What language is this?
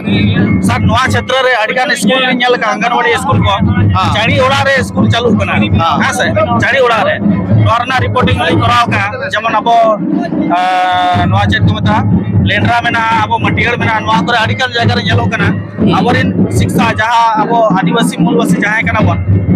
Santali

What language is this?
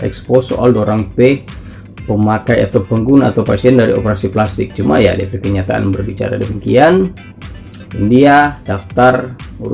Manado Malay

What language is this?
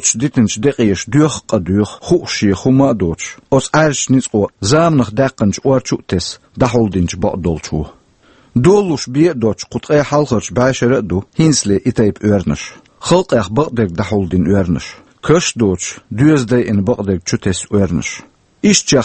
Chechen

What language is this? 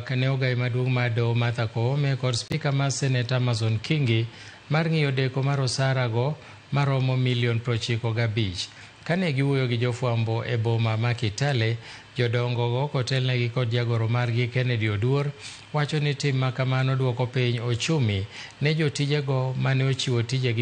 Luo (Kenya and Tanzania)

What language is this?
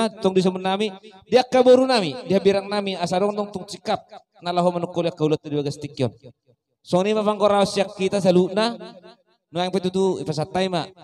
Batak Toba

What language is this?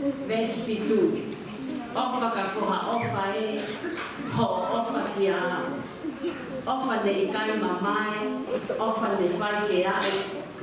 Tongan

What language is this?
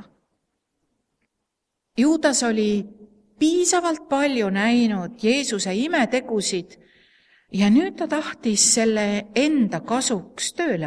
Estonian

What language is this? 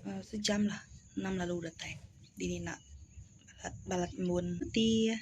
Iban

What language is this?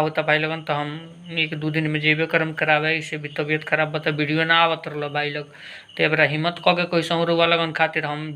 Bhojpuri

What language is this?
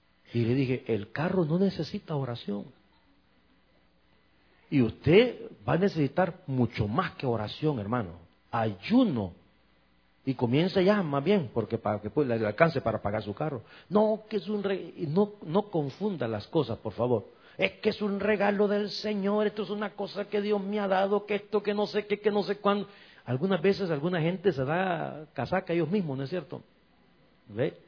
Spanish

